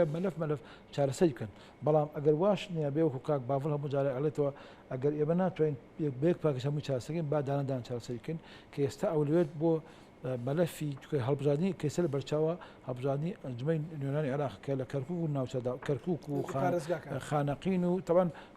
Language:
Central Kurdish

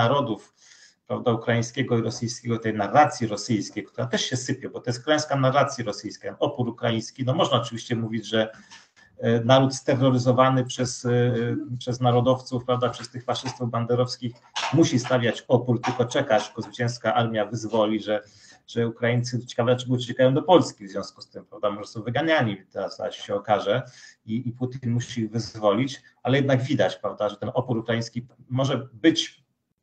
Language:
Polish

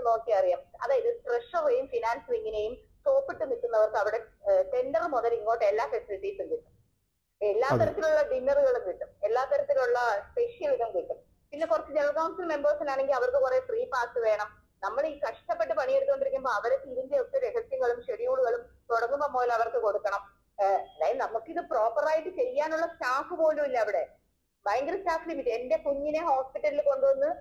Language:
Malayalam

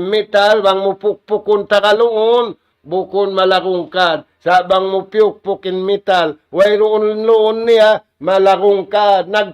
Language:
Tausug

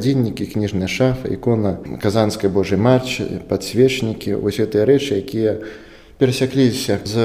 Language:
Belarusian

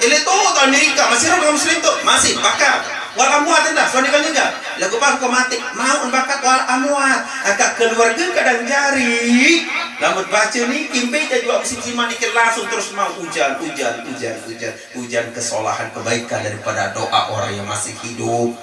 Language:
Sasak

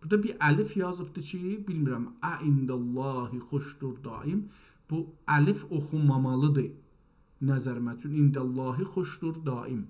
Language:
South Azerbaijani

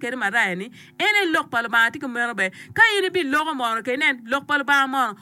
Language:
Acoli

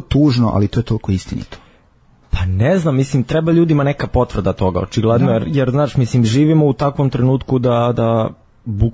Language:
Serbian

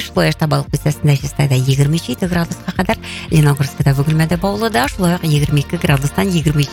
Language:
Tatar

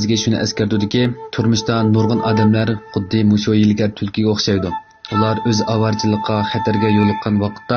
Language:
Uyghur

